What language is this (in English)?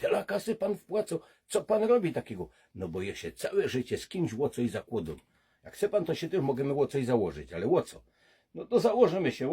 Silesian